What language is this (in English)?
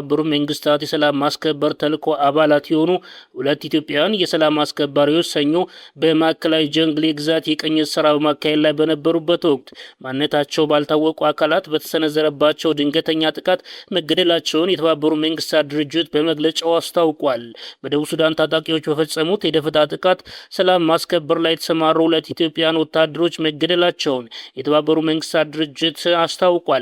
Amharic